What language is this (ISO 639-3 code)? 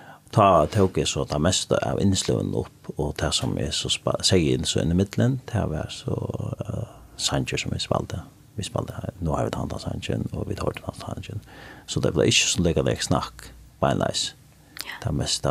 fao